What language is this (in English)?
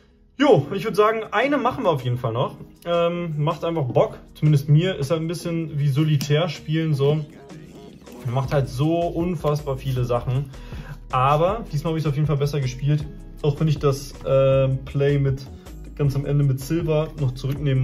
German